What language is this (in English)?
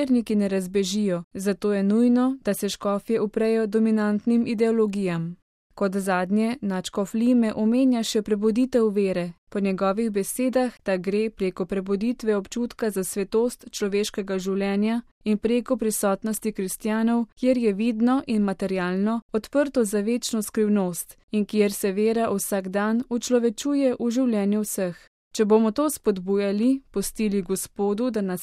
Slovenian